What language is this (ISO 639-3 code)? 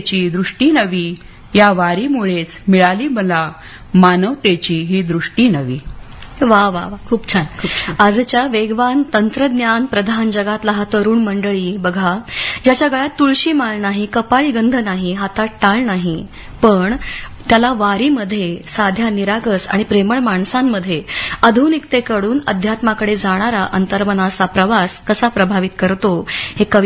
mar